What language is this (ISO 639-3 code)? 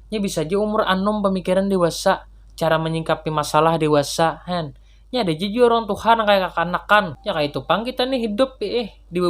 bjn